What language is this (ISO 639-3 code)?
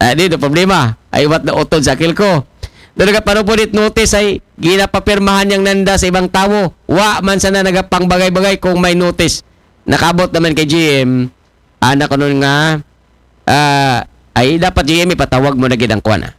akl